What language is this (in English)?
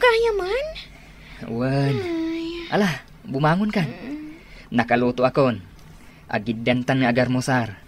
Iloko